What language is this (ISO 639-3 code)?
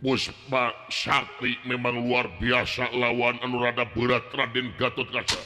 sun